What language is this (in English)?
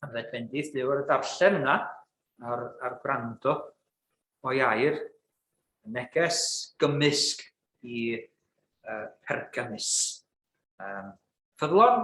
Welsh